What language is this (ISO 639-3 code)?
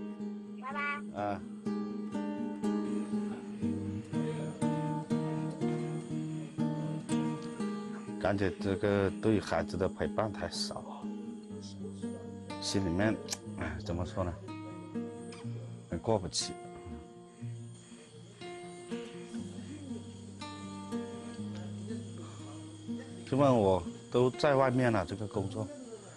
zho